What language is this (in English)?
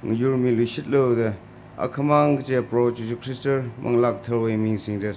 Tangkhul Naga (India)